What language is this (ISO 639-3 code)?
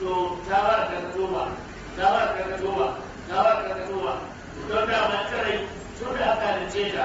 hau